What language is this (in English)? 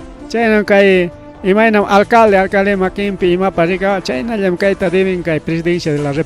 Ayacucho Quechua